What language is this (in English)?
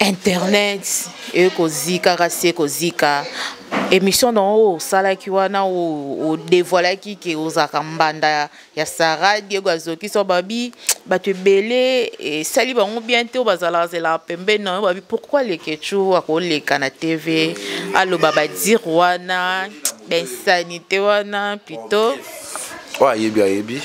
Lingala